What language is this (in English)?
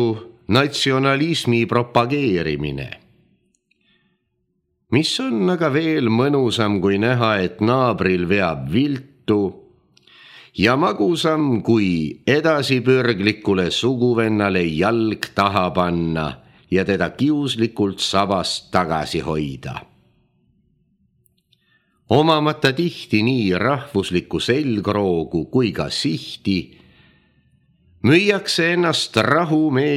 Estonian